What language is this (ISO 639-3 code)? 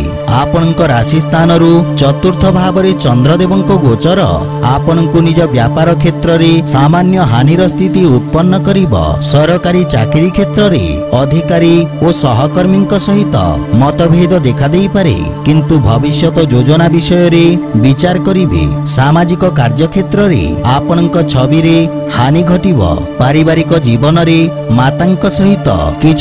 ori